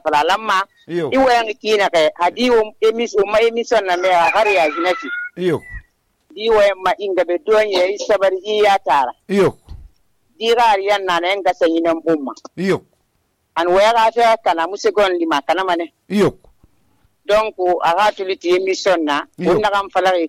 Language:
Susu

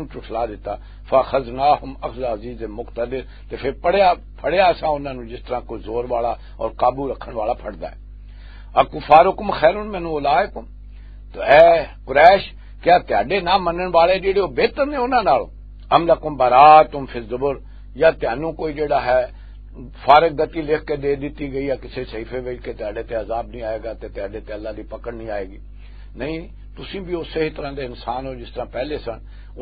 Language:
Western Panjabi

